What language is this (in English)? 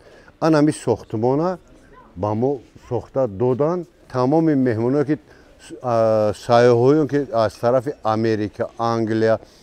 Tajik